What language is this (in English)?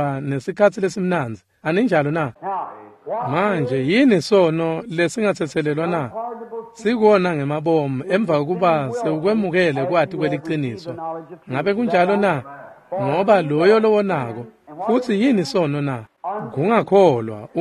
Swati